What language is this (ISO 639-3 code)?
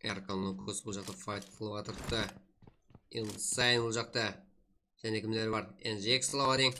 kaa